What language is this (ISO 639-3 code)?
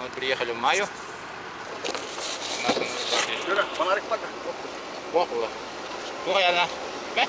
sah